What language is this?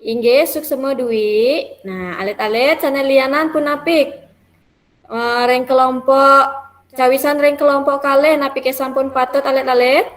Balinese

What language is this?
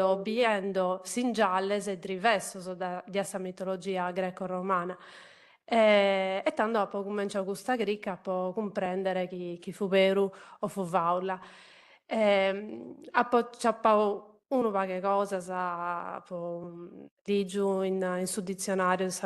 Sardinian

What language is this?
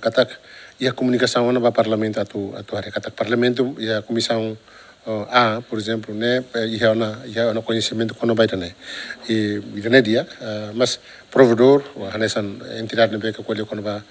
Tetum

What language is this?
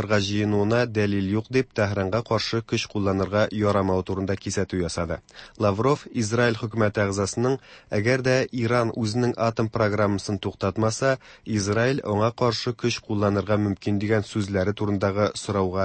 Tatar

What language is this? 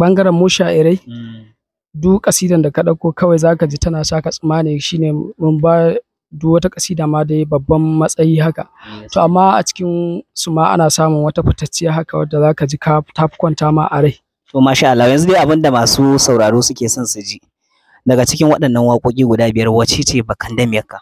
Hausa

